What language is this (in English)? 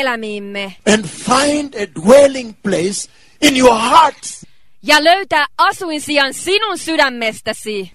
Finnish